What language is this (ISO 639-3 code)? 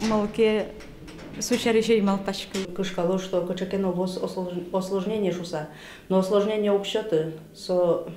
udm